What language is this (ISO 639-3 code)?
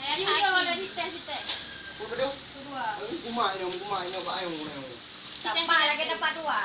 ace